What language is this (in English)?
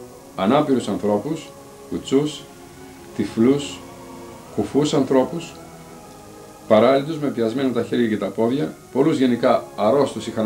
Greek